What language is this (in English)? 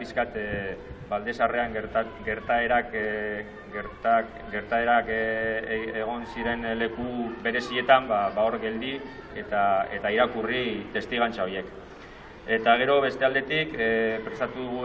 Basque